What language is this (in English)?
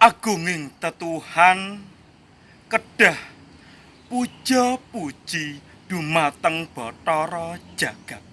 Javanese